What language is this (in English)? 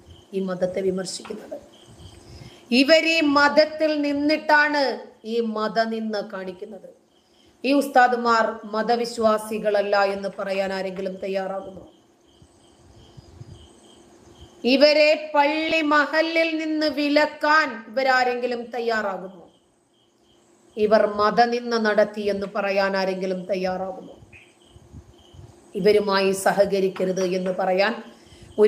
Malayalam